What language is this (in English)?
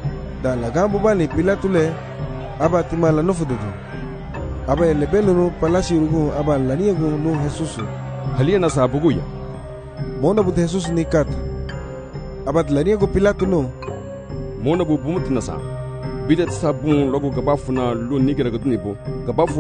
Garifuna